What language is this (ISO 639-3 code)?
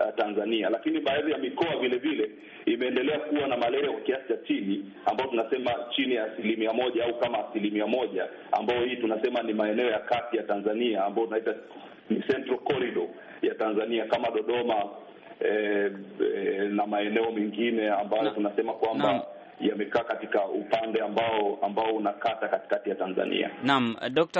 swa